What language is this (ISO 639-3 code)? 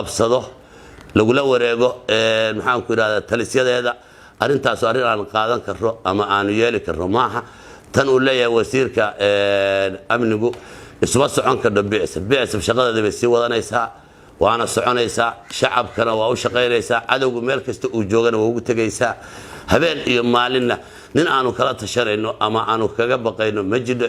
som